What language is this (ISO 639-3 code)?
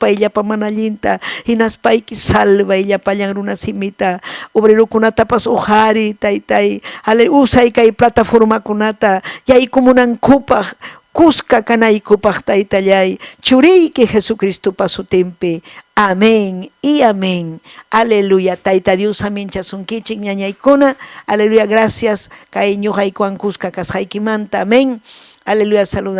quy